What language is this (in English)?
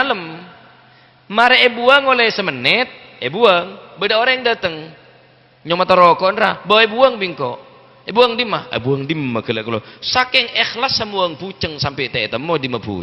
Madurese